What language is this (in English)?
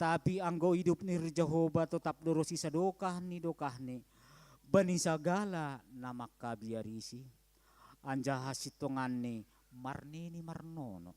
Batak Simalungun